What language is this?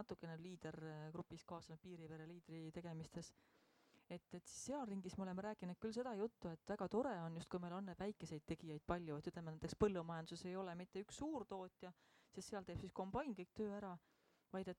Estonian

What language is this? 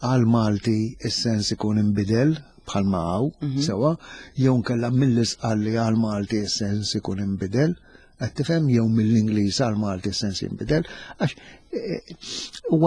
Maltese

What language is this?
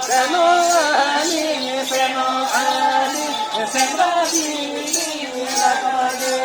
Santali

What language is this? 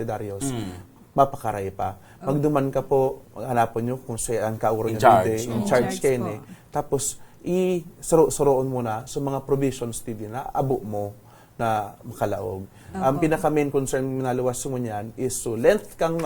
Bikol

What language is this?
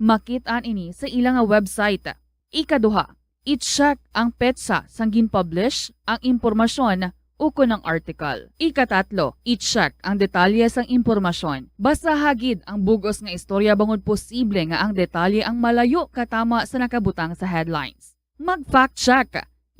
Hiligaynon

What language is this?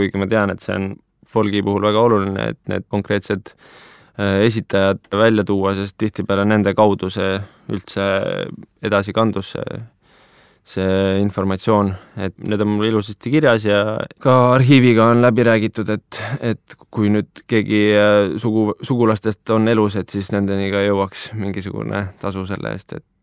Estonian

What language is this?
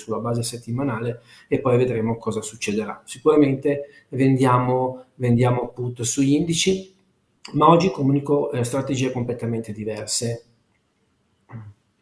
Italian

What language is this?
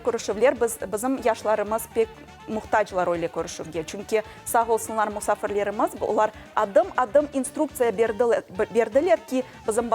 Crimean Tatar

